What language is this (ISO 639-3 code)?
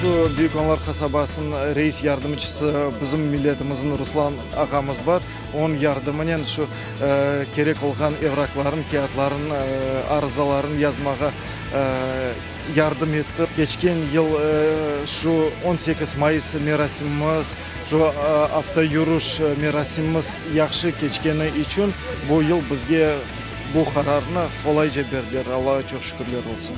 crh